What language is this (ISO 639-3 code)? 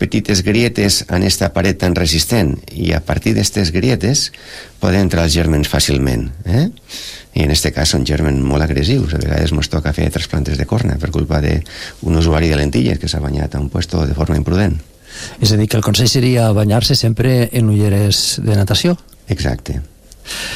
cat